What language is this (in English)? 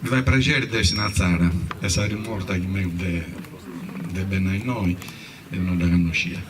Sardinian